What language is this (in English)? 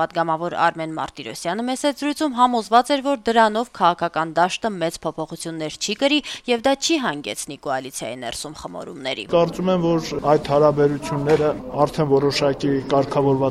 Armenian